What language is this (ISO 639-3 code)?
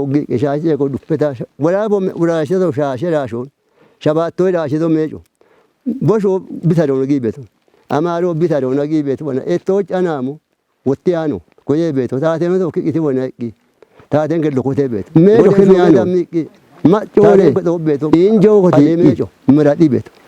kbr